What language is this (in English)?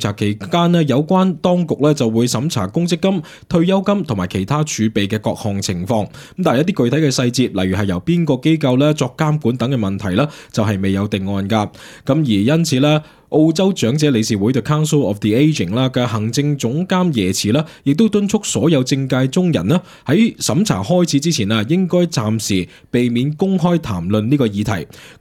Cantonese